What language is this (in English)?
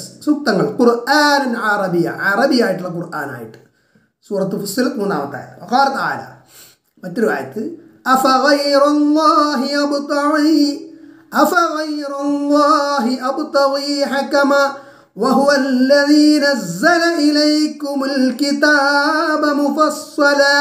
Malayalam